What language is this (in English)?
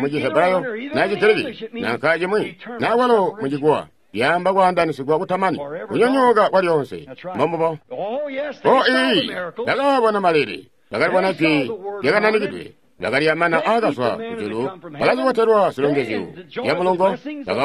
Tonga (Zambia)